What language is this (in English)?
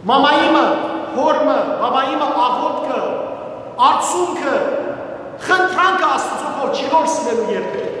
Western Armenian